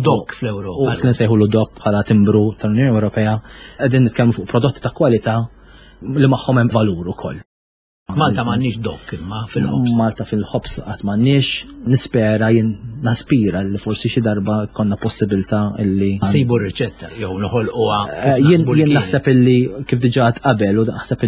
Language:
Maltese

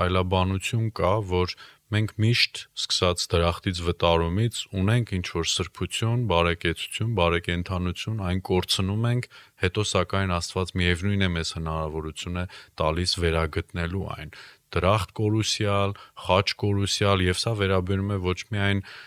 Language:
Armenian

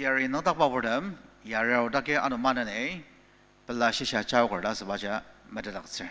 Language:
Ao Naga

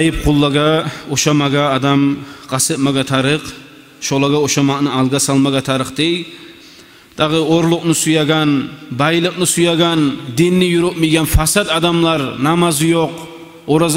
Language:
Kumyk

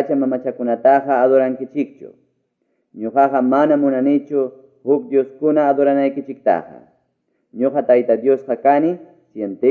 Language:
Ayacucho Quechua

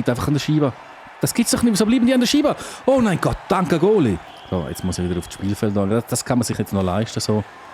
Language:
Swiss German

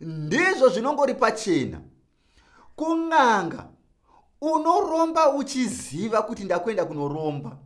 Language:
Shona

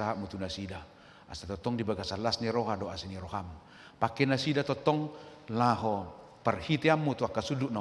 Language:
Batak Toba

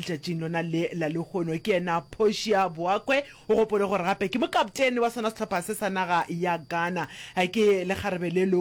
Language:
Northern Sotho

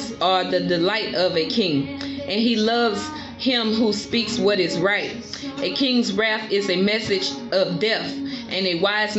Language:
English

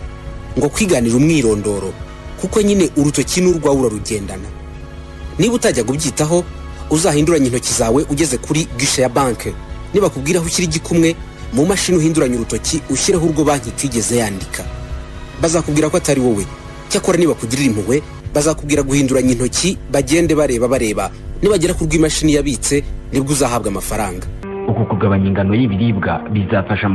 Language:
Kinyarwanda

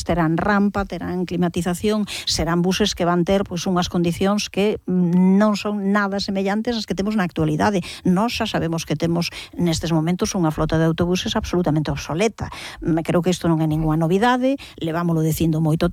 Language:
Galician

